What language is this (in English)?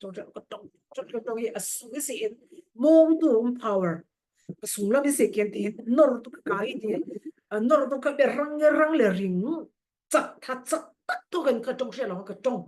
Falam Chin